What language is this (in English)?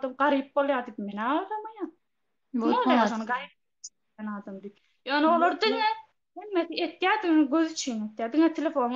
Turkmen